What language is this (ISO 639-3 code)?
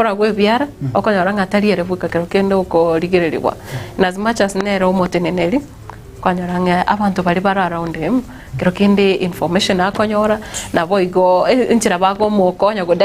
guz